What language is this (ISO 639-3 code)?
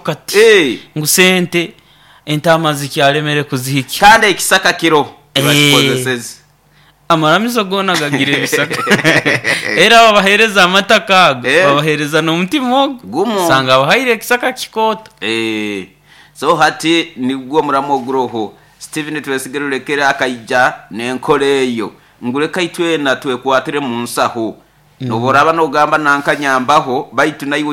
nyo